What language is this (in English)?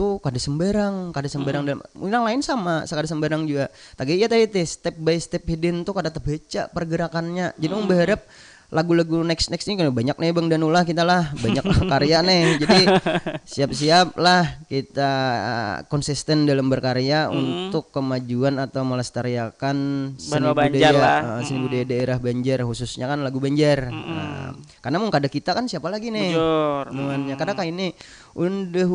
Banjar